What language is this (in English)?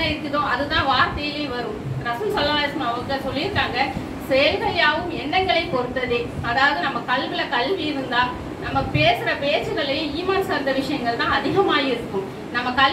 Tamil